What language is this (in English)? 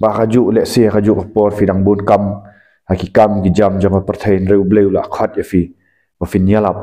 Khasi